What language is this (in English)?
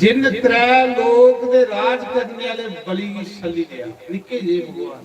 Dogri